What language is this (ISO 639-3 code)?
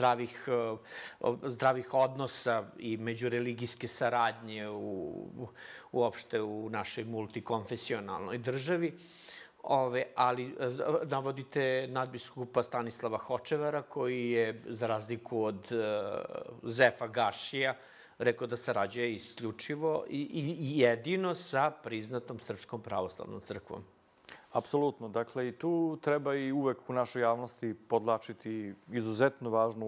srp